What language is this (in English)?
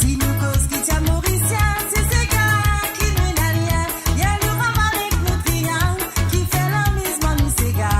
Morisyen